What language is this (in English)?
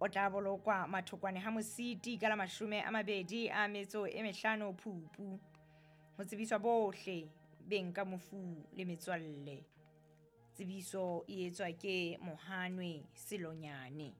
Southern Sotho